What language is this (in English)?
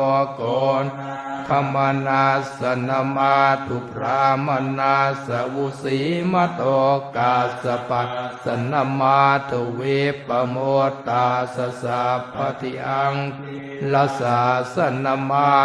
Pali